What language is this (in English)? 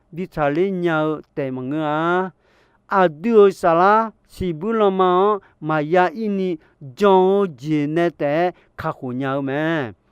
Akha